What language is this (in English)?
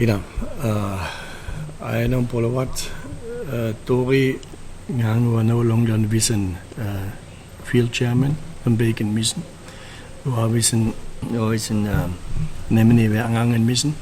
Chuukese